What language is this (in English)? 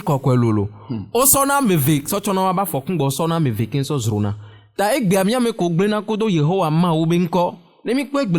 Ewe